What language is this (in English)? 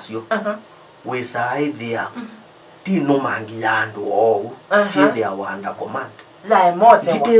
Kamba